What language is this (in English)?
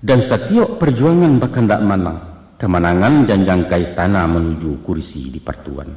Minangkabau